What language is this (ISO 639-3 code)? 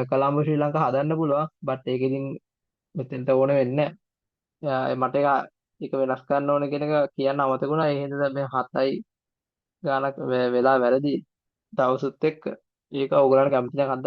sin